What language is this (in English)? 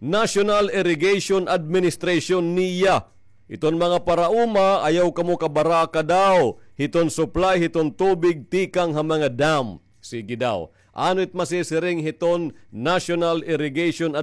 Waray